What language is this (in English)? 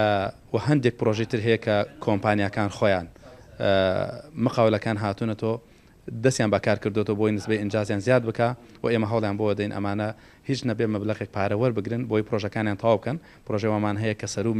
Central Kurdish